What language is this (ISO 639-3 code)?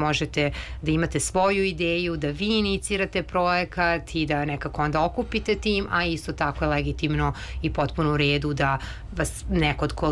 srp